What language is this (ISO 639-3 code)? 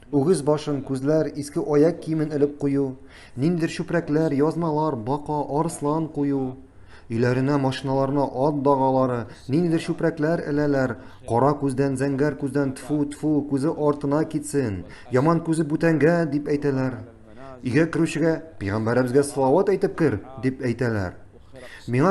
tat